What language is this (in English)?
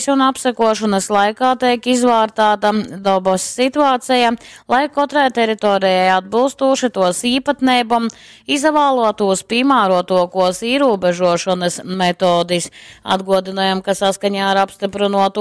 Latgalian